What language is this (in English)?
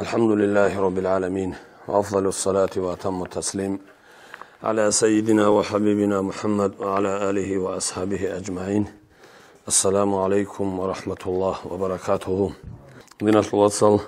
Avaric